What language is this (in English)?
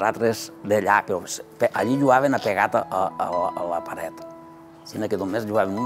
Catalan